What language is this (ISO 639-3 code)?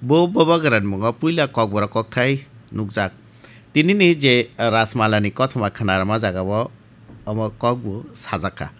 trp